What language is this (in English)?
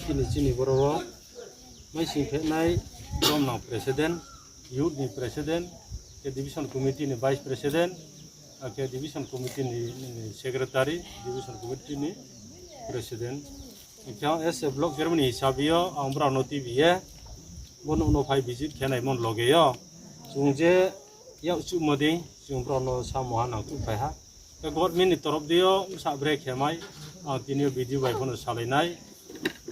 Riang (India)